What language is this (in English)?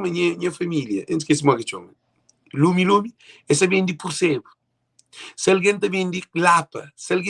Kabuverdianu